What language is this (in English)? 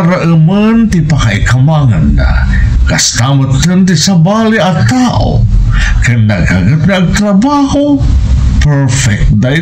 Iloko